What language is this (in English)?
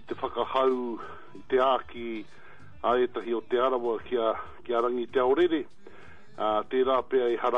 Māori